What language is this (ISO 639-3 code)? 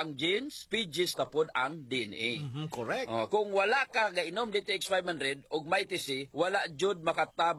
ceb